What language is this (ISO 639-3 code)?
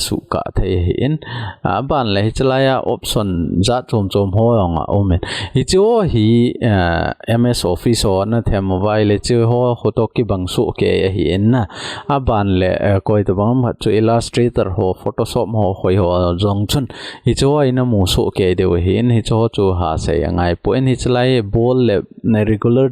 tcz